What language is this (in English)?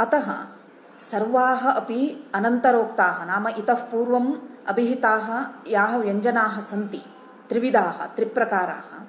Sanskrit